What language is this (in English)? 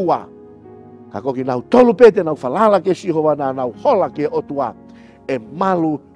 Tongan